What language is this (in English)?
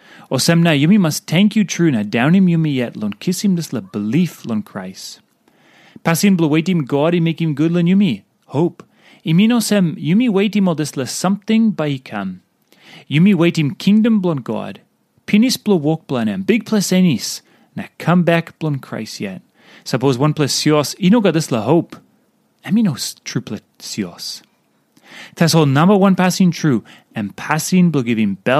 Tok Pisin